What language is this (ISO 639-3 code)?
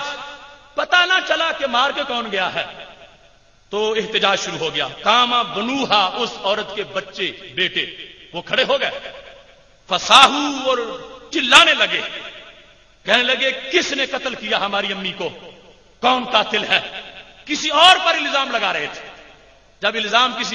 urd